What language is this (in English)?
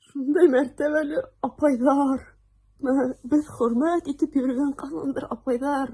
Bashkir